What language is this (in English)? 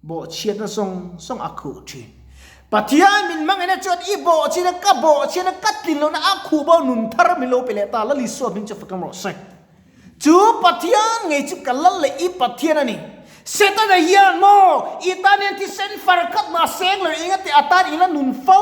Mizo